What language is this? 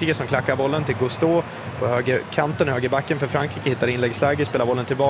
Swedish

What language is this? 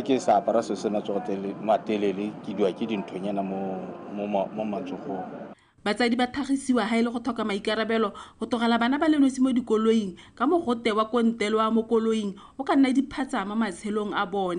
Tswana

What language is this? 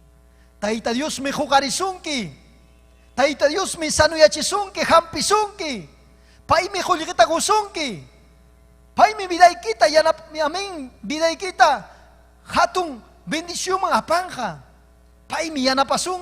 Ayacucho Quechua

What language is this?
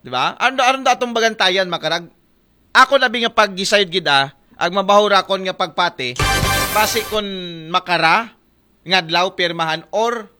Aklanon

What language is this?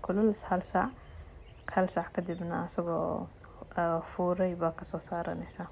Somali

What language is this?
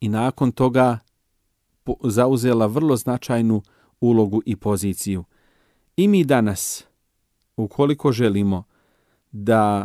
Bosnian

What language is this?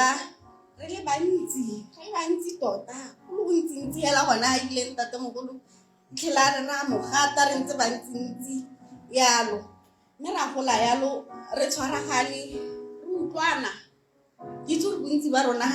Tswana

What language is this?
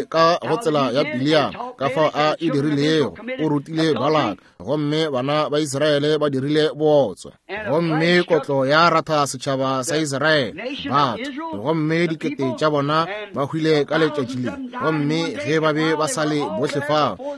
Northern Sotho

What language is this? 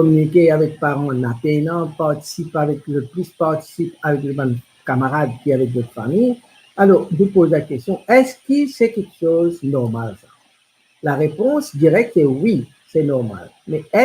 Morisyen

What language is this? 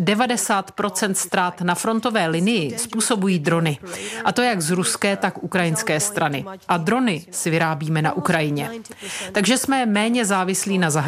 Czech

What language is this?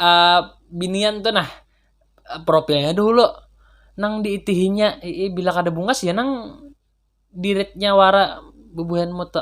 Banjar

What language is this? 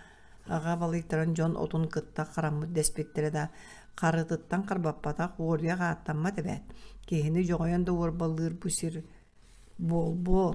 Yakut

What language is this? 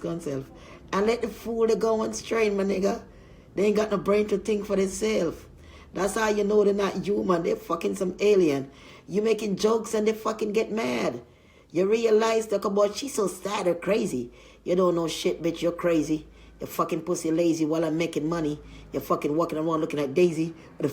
Jamaican Creole English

